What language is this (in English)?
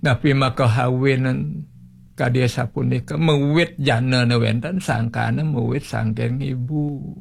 Balinese